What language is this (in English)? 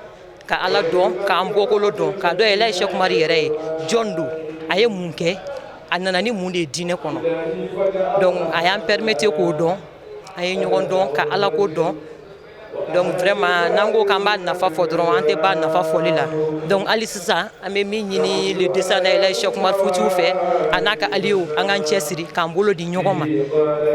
Bambara